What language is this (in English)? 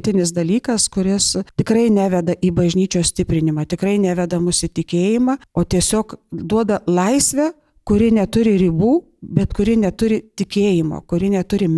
Lithuanian